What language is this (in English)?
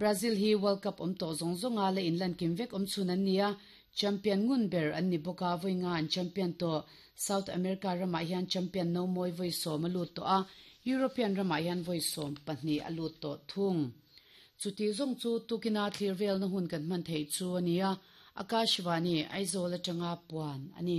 Mizo